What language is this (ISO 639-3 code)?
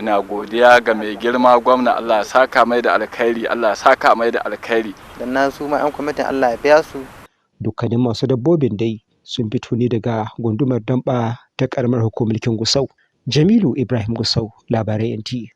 hau